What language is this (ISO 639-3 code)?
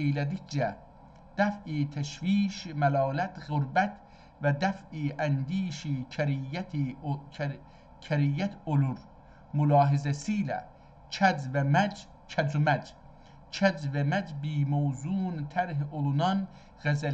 azb